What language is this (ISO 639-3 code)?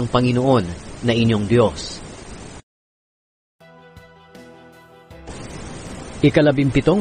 fil